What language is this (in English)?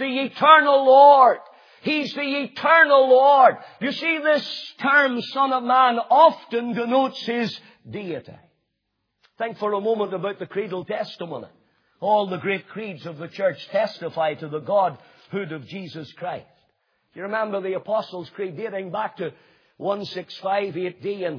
English